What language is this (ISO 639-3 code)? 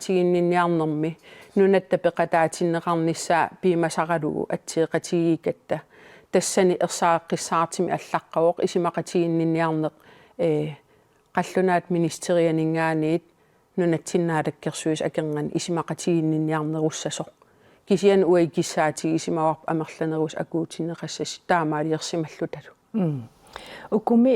kal